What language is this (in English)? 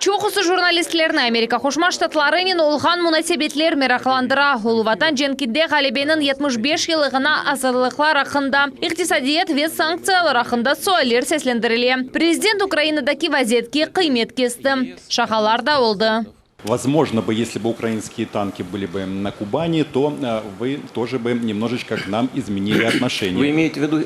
Crimean Tatar